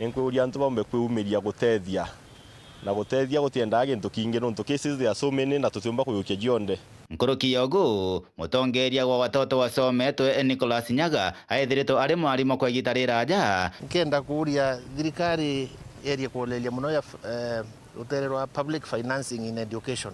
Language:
Meru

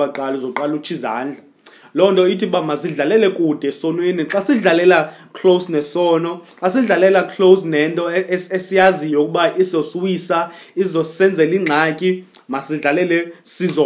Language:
Xhosa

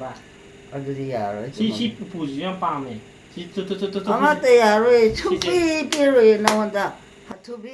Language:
Manipuri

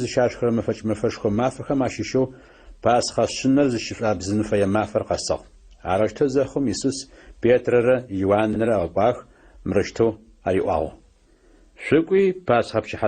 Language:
Adyghe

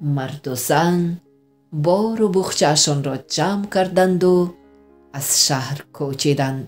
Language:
Tajik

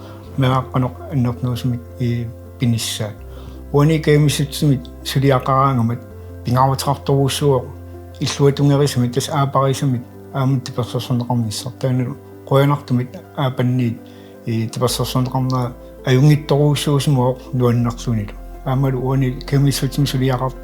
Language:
Kalaallisut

